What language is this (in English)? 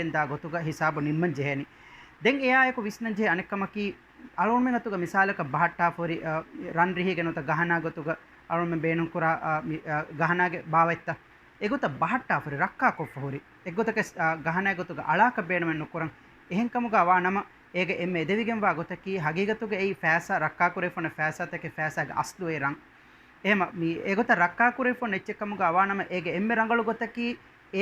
Divehi